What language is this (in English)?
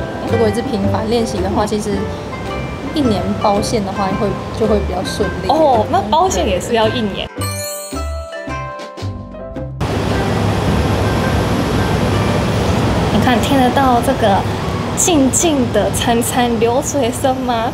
Chinese